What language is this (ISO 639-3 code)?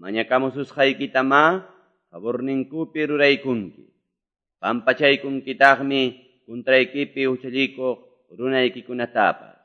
que